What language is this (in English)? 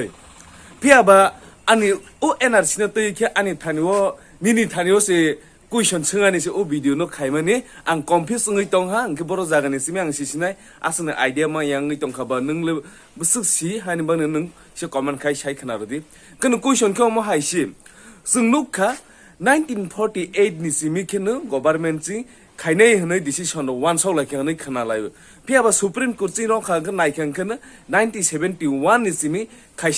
Kok Borok